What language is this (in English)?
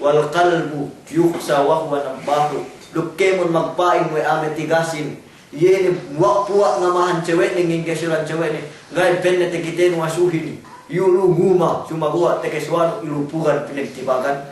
Yakan